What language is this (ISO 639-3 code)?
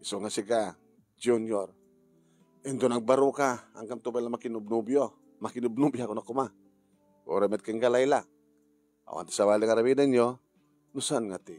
ilo